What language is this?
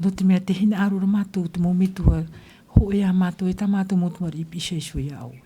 Tahitian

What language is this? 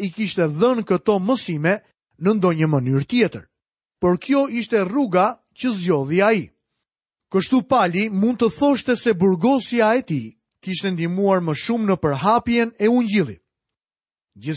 Albanian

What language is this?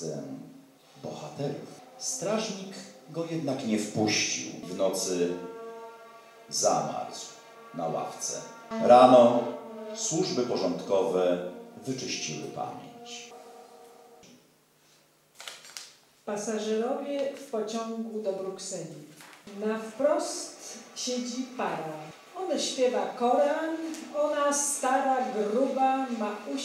Polish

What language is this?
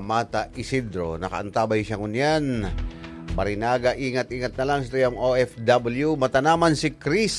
Bikol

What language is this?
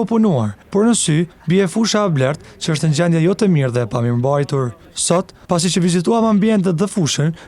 Albanian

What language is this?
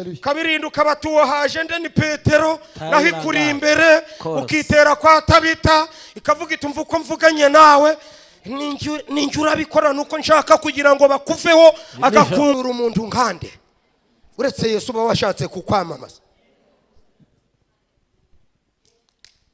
Kinyarwanda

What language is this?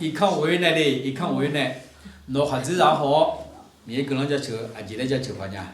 Akha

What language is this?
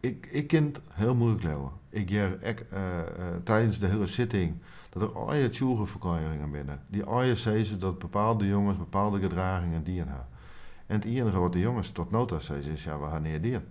Western Frisian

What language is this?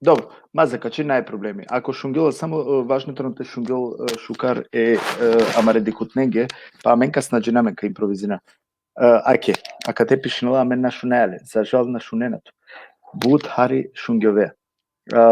Balkan Romani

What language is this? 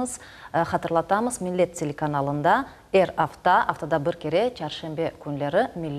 Crimean Tatar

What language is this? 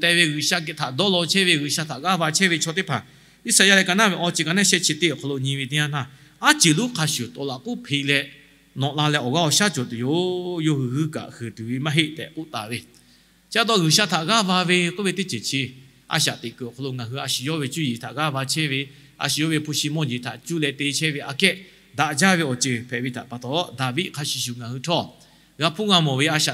Lahu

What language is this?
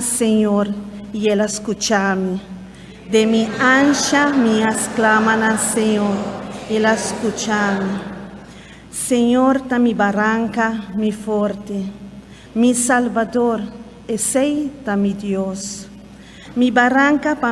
Papiamento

